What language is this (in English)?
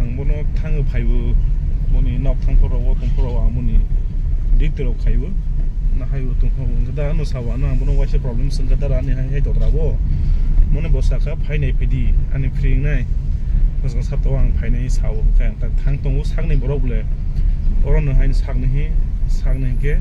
Kok Borok